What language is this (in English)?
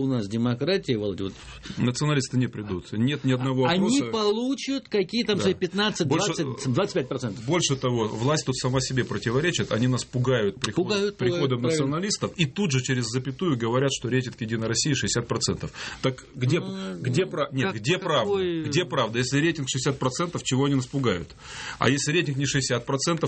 Russian